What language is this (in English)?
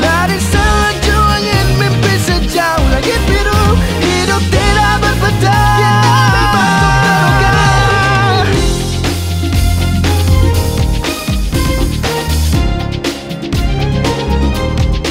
Malay